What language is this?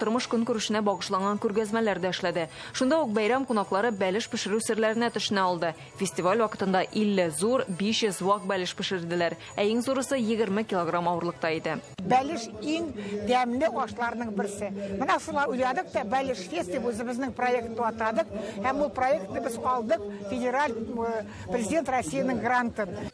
Tatar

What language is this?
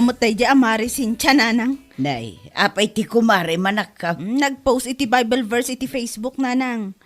Iloko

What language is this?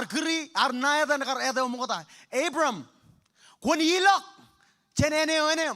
Marshallese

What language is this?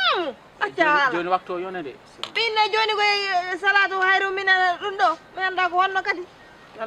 Fula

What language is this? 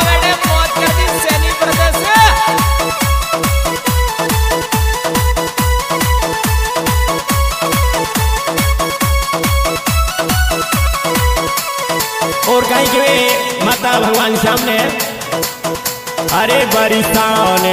Bhojpuri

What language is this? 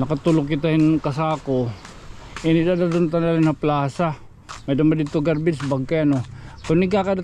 Waray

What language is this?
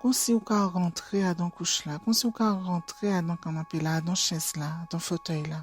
Guadeloupean Creole French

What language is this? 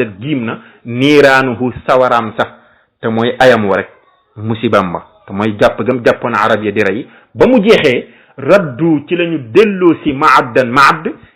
Wolof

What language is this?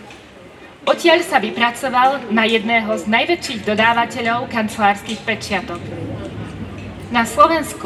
Slovak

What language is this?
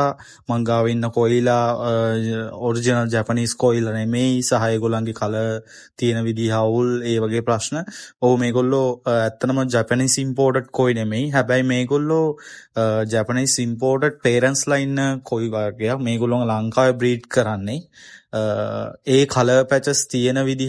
Sinhala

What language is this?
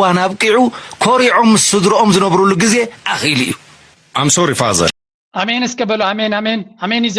Tigrinya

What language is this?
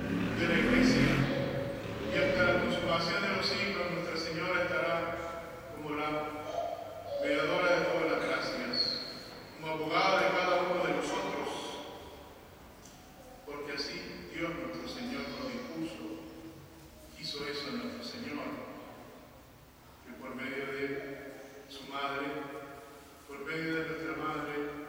Spanish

